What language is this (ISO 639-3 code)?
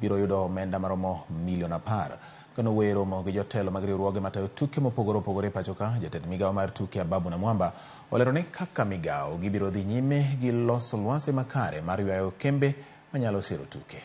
luo